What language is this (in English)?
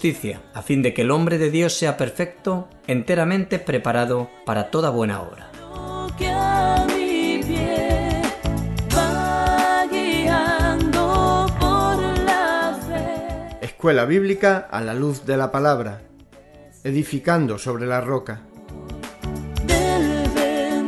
Spanish